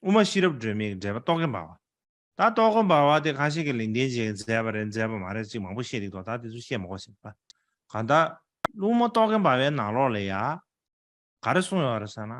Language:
Tibetan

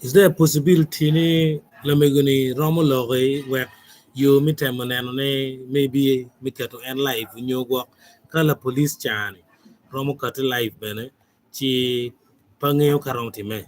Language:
Acoli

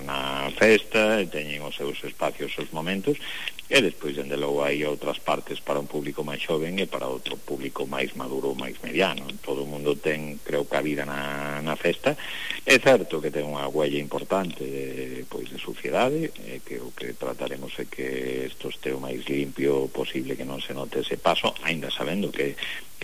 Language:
Galician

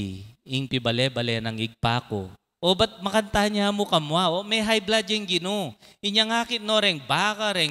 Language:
Pampanga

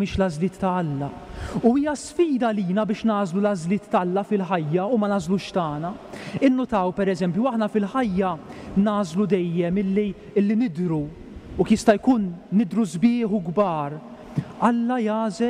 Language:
Maltese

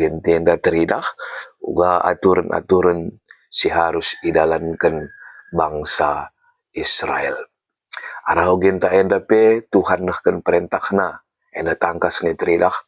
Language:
Batak Karo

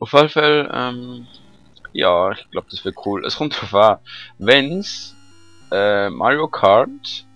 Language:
Swiss German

